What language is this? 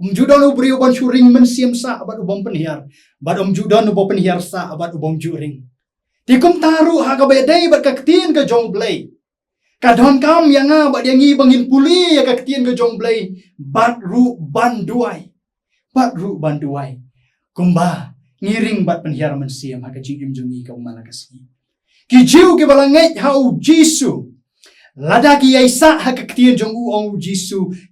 Khasi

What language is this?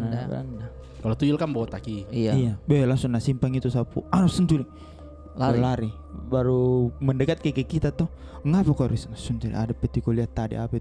Makassar Malay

